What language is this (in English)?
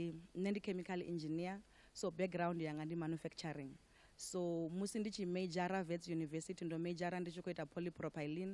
Venda